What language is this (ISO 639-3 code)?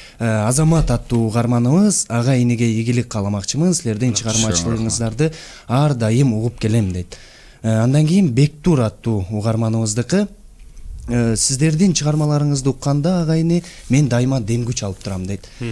kir